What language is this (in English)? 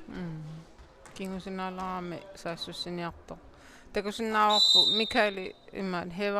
Kalaallisut